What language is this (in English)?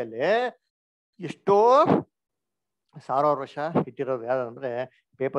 Kannada